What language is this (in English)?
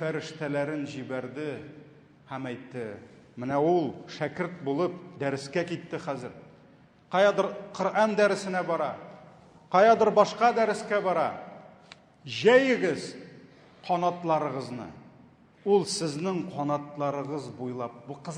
Tatar